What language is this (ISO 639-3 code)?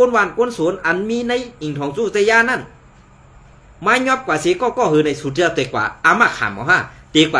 shn